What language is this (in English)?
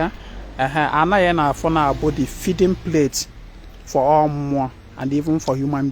Igbo